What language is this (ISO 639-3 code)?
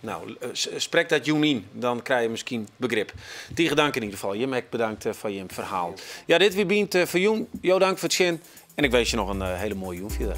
fry